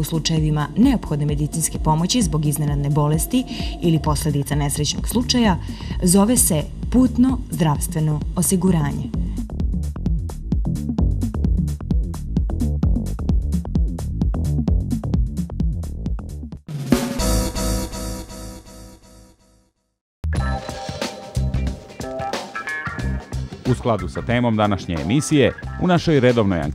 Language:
Serbian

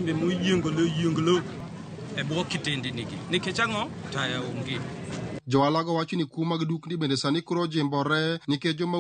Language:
Luo (Kenya and Tanzania)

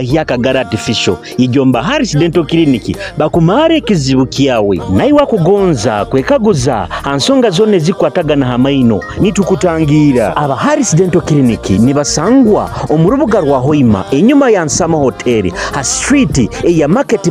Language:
Nyoro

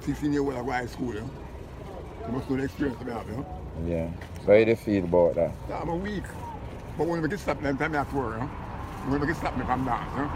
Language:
Jamaican Creole English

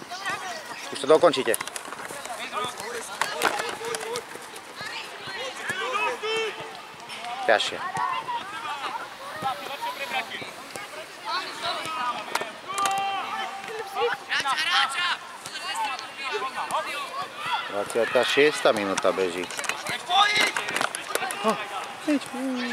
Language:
Slovak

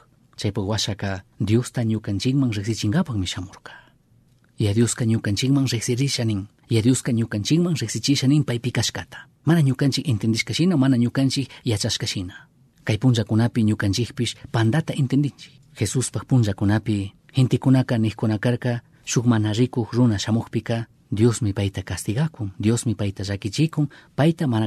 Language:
Chimborazo Highland Quichua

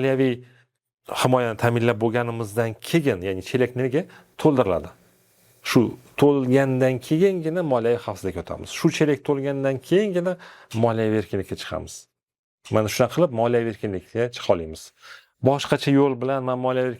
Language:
Uzbek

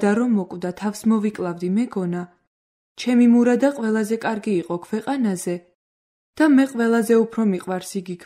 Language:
Georgian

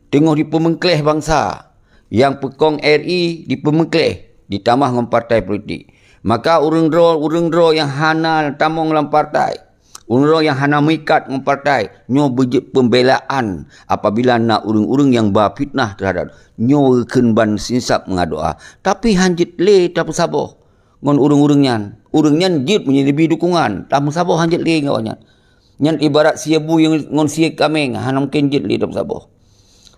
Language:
Achinese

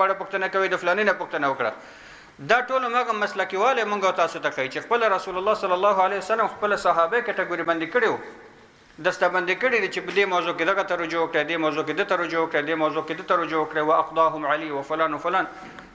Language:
Pashto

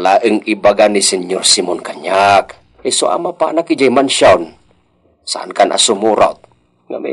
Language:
Iloko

